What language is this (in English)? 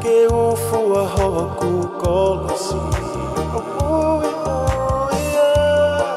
Tongan